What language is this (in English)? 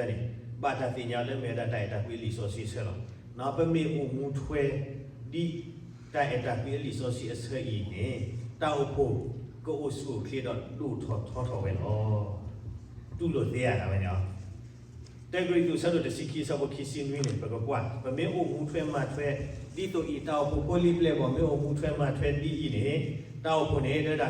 S'gaw Karen